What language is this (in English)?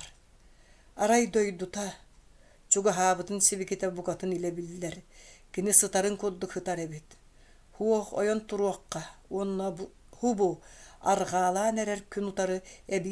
Yakut